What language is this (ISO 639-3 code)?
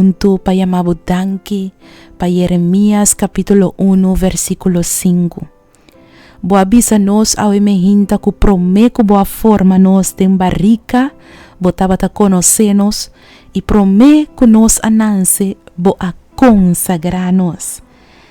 pap